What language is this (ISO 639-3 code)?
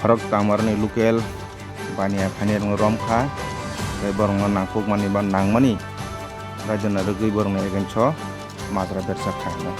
trp